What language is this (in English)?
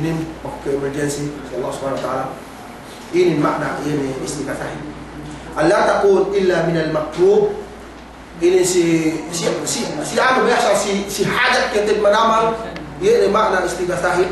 Yakan